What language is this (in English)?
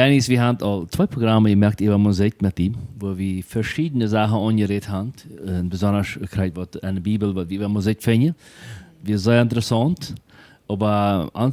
Plautdietsch